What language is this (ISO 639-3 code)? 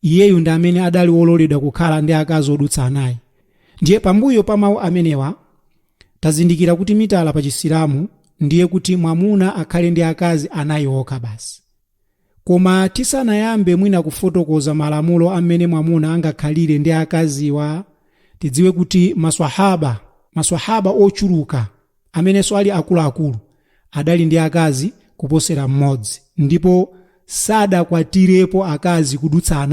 nya